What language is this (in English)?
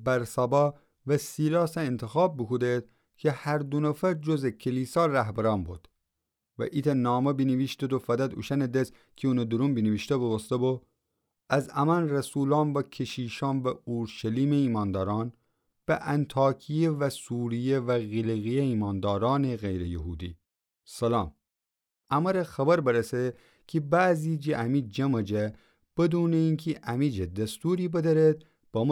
Gilaki